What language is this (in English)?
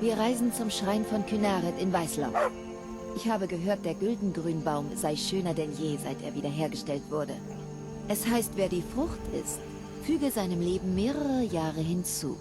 Bavarian